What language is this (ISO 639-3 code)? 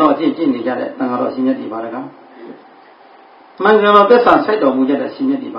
mya